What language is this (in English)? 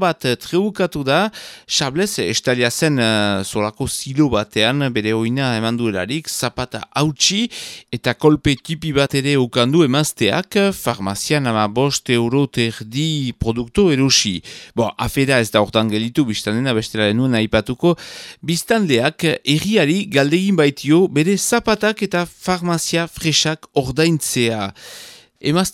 Basque